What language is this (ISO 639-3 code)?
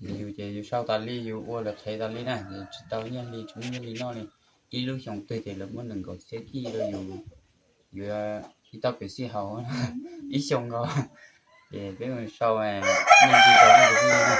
hmn